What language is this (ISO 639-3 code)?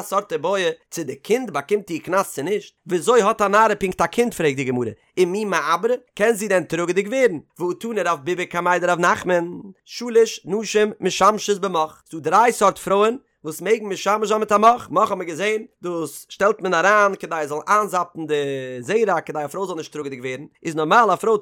yid